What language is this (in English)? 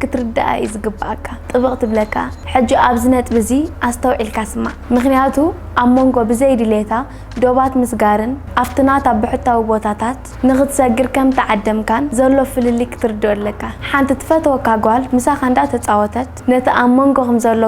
Tigrinya